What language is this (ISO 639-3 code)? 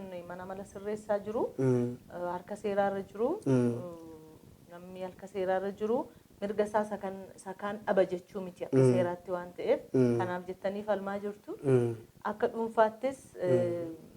orm